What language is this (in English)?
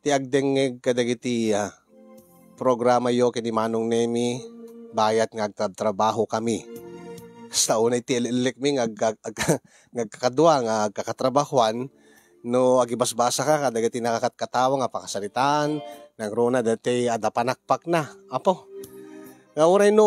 Iloko